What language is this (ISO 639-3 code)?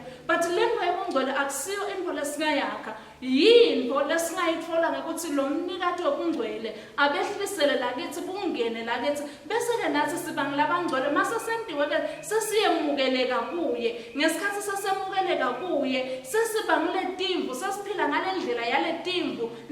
ssw